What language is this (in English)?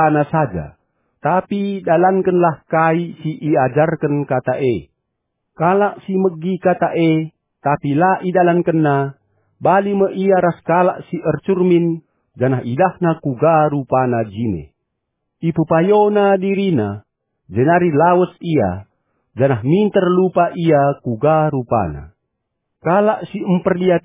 Batak Karo